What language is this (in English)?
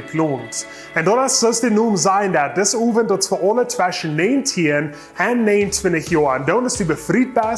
Plautdietsch